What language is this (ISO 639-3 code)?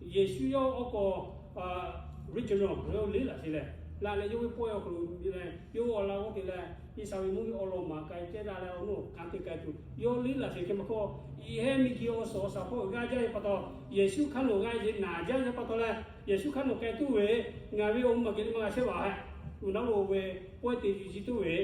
lhu